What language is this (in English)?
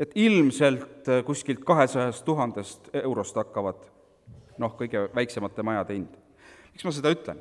Estonian